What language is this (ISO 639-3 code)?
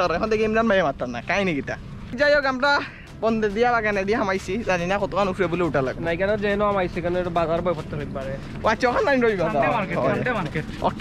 syl